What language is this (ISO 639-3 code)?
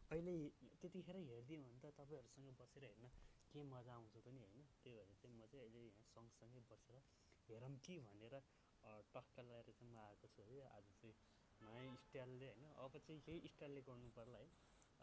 nep